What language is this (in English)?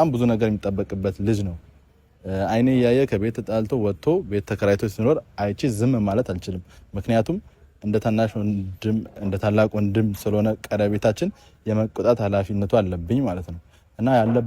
Amharic